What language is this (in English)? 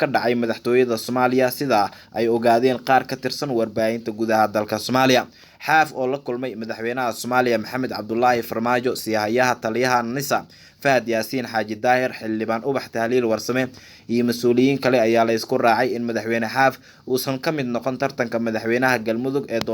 Somali